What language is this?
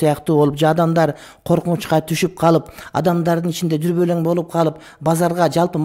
Kyrgyz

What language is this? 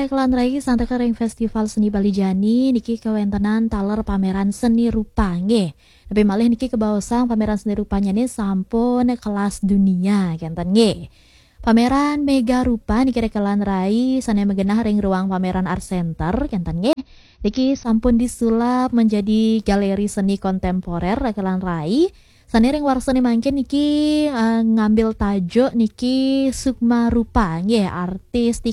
Balinese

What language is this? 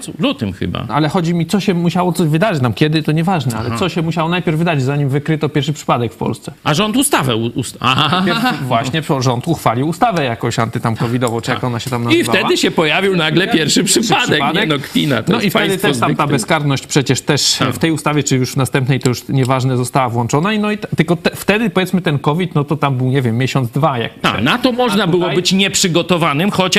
Polish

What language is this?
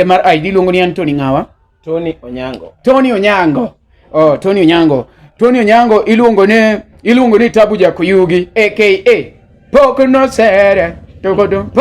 Luo (Kenya and Tanzania)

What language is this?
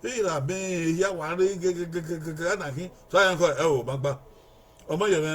Bini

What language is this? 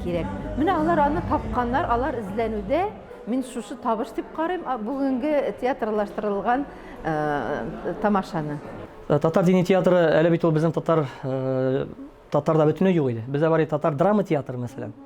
Tatar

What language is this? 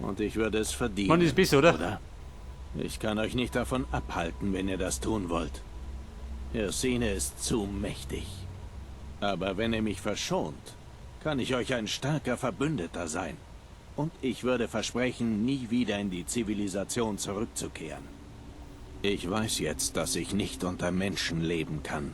Bavarian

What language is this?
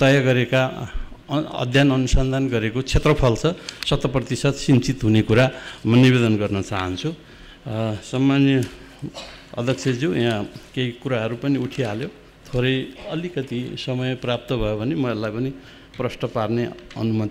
Nepali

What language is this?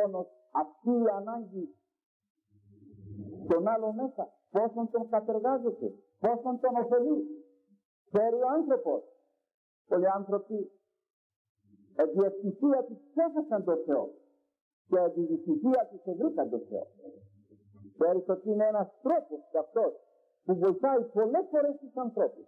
Greek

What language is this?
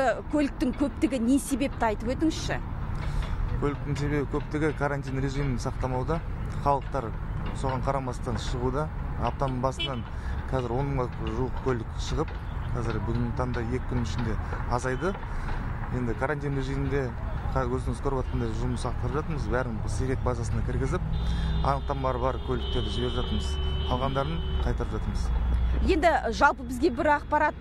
Kazakh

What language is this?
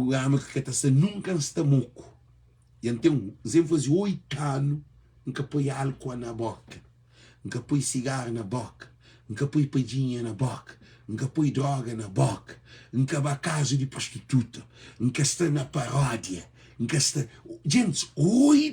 Kabuverdianu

